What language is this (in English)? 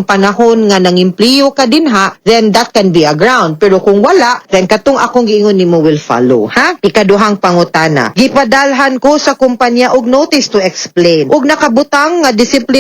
Cebuano